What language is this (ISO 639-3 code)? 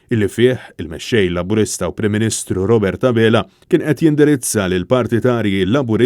mlt